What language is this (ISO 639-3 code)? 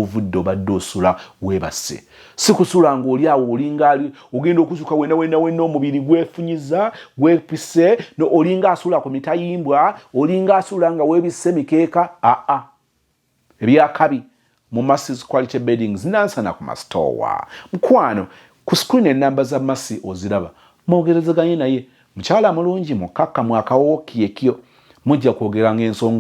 lug